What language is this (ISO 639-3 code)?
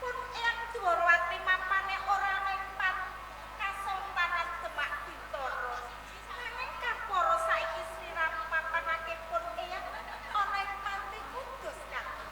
jav